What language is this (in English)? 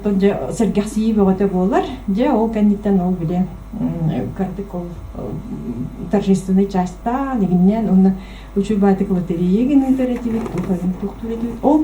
Yakut